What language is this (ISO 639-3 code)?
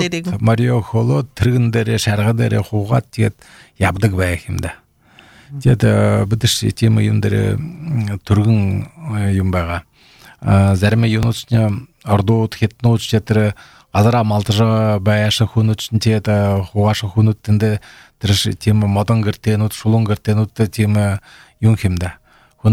bel